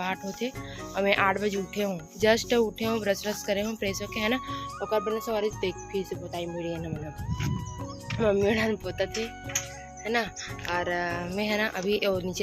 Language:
Chhattisgarhi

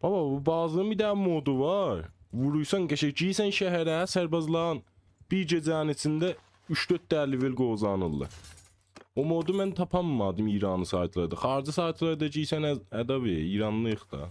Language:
South Azerbaijani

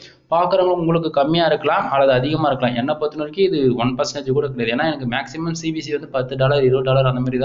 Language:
Tamil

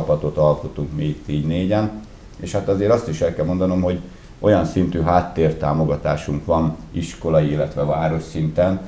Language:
Hungarian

